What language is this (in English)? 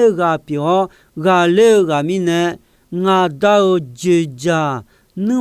Akha